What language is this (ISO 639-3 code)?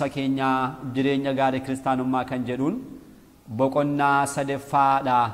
orm